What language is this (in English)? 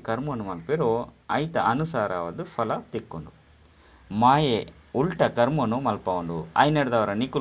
Tulu